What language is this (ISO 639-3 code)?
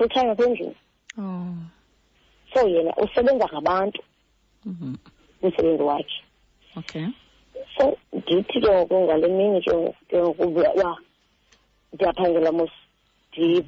xho